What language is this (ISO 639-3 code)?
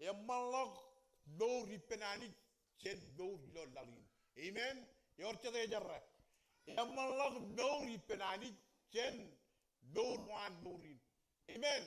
mah